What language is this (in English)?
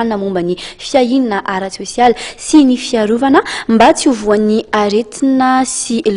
Malagasy